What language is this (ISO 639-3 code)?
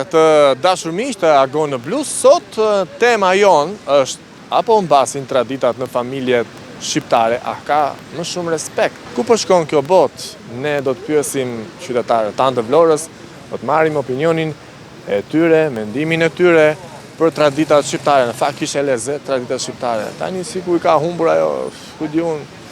sqi